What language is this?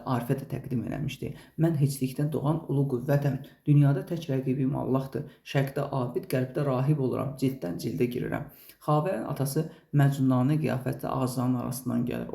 Azerbaijani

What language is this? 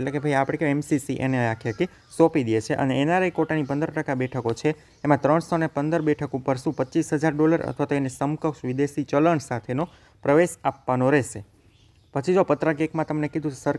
Gujarati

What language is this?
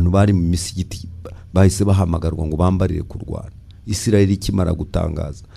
Kinyarwanda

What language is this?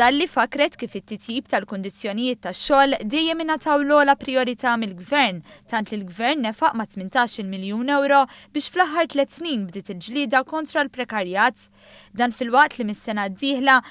Maltese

